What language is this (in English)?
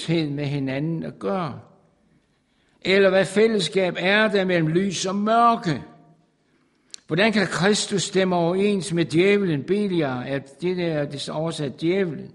Danish